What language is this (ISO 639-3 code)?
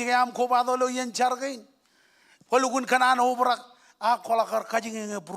mah